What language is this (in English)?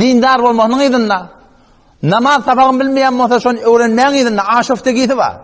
Turkmen